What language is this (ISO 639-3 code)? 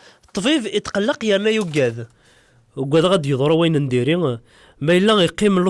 kab